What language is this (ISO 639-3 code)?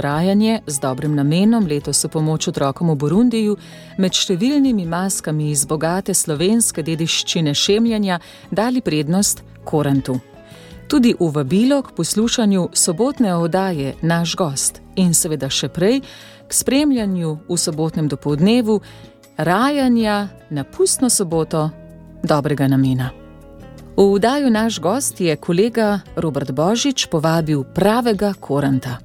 slv